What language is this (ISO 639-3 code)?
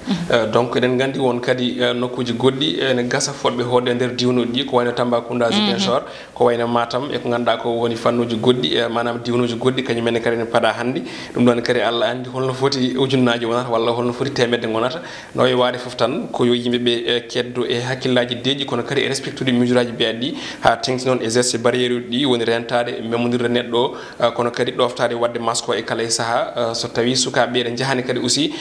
ful